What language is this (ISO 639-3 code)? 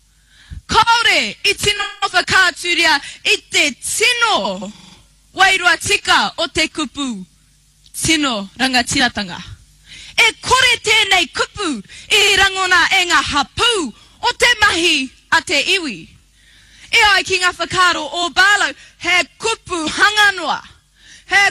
mri